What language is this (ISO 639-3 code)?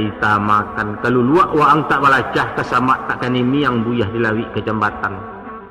min